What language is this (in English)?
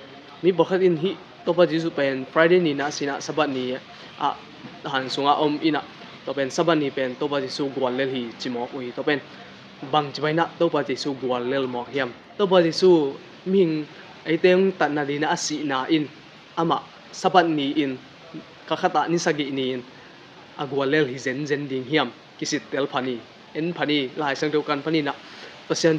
Tedim Chin